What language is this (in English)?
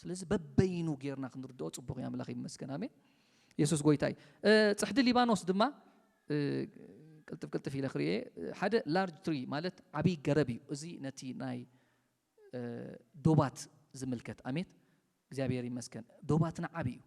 Tigrinya